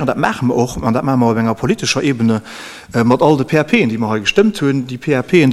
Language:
Luxembourgish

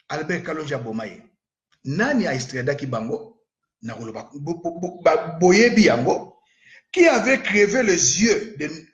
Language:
Lingala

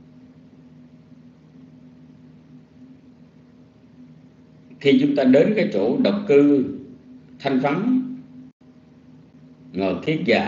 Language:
Vietnamese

